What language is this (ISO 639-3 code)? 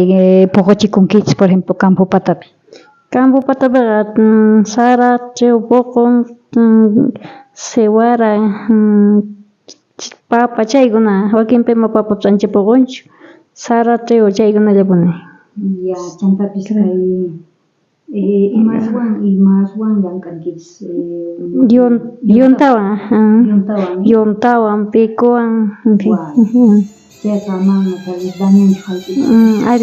quh